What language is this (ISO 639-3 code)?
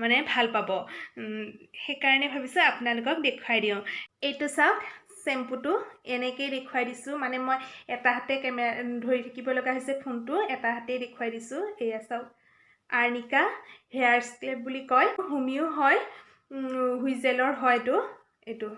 asm